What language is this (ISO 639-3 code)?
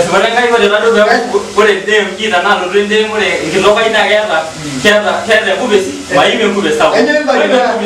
mas